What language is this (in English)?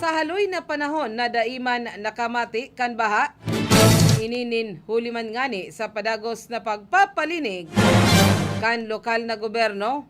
Bikol